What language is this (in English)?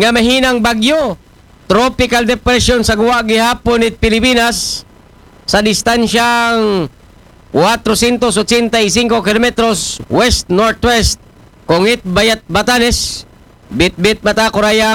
Aklanon